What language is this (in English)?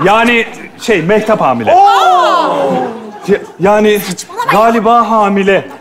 Turkish